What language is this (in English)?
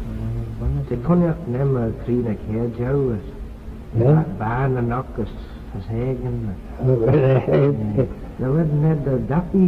Manx